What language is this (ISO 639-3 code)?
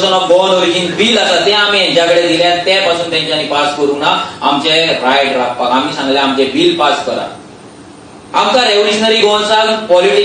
kok